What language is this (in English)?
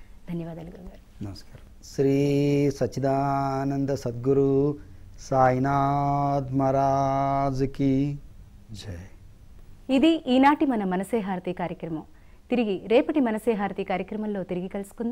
Telugu